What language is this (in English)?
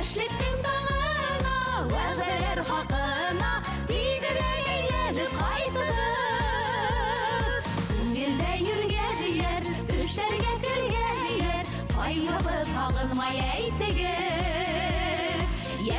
Bashkir